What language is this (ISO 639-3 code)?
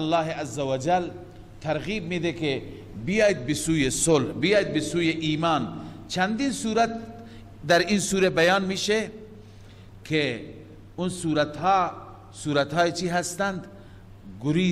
fas